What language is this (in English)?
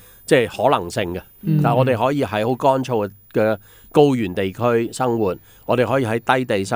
Cantonese